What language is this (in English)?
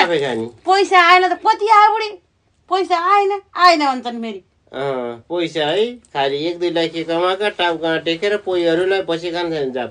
Nepali